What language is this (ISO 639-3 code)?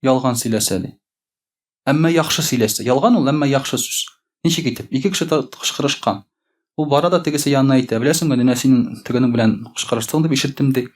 tat